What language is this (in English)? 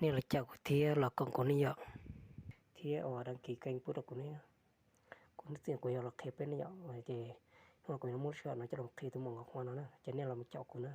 Hmong